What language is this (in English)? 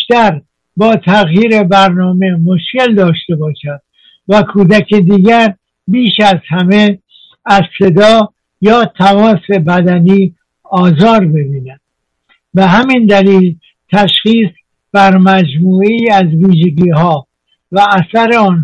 Persian